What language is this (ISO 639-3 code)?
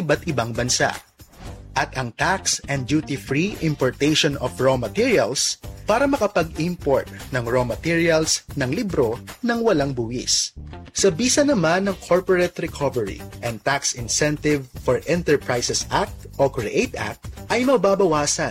fil